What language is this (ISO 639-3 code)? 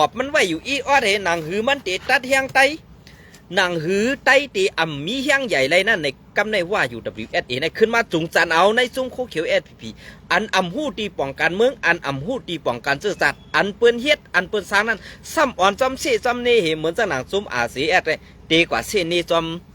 shn